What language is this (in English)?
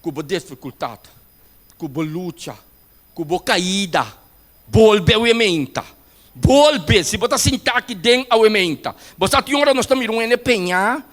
Papiamento